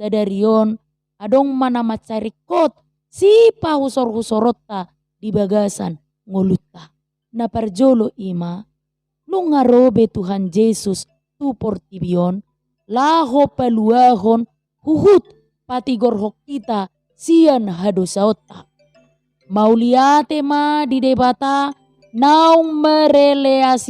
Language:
Batak Toba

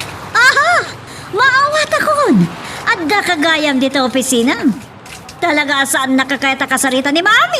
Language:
Iloko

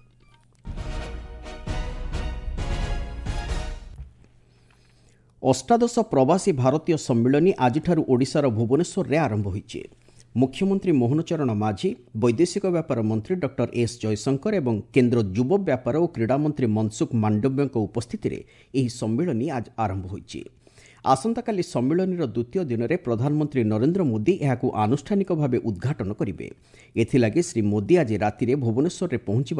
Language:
Odia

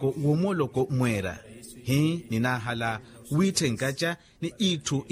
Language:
Makhuwa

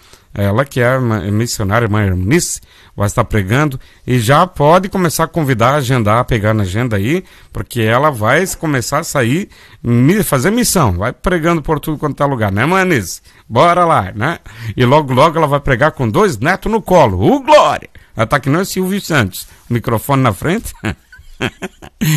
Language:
Portuguese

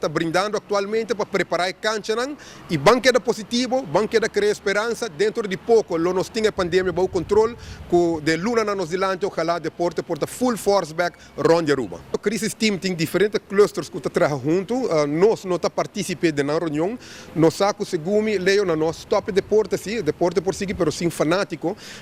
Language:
Papiamento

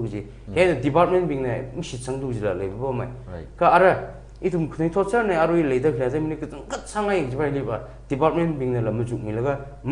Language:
Tangkhul Naga (India)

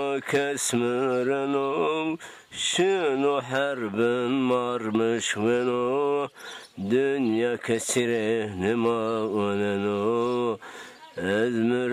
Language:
Zaza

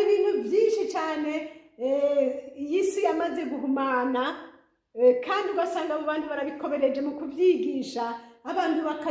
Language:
Rundi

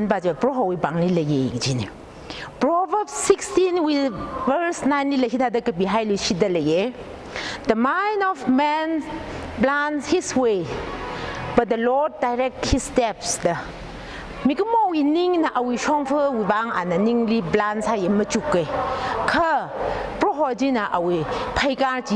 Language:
Tangkhul Naga (India)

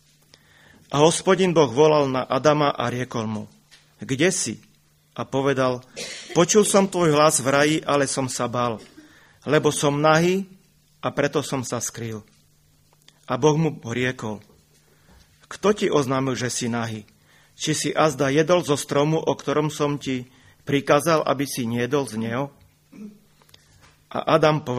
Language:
Slovak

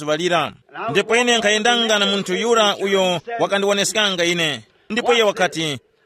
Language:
Tumbuka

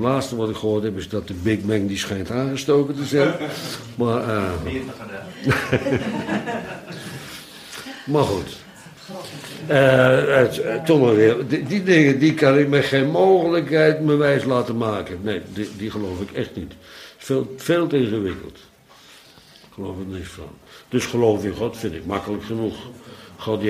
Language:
Dutch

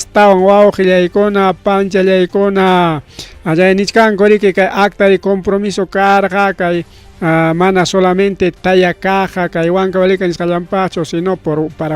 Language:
Ayacucho Quechua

